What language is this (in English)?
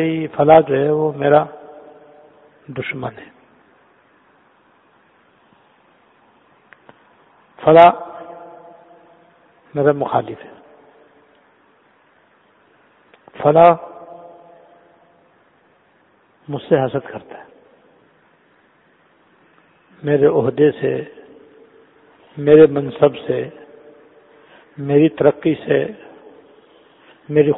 Urdu